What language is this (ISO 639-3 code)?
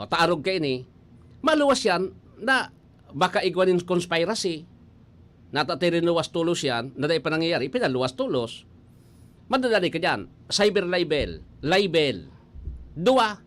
bik